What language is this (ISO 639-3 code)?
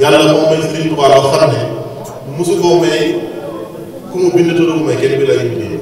wol